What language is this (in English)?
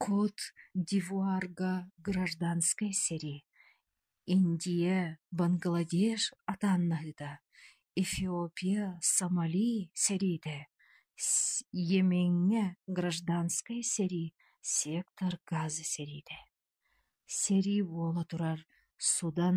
Yakut